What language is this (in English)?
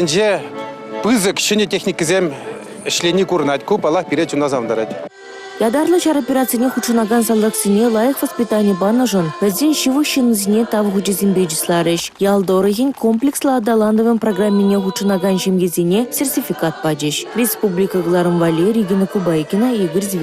Chuvash